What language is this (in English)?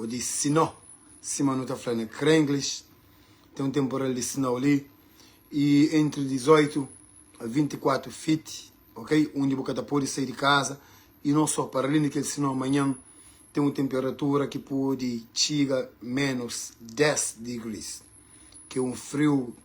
Kabuverdianu